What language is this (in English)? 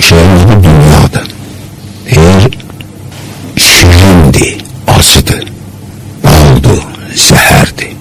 Azerbaijani